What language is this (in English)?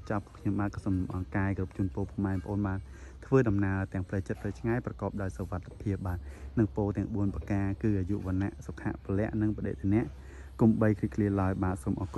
Khmer